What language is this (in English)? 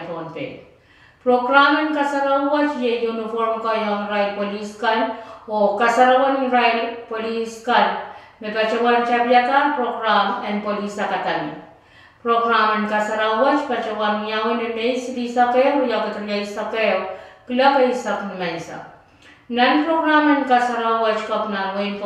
Pohnpeian